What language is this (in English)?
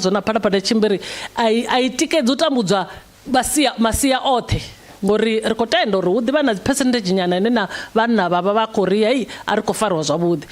Venda